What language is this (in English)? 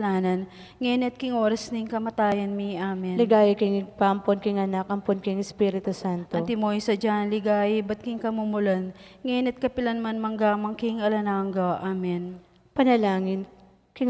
Pampanga